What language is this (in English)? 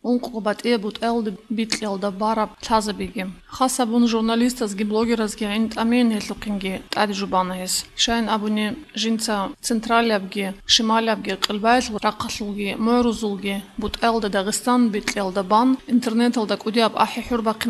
Avaric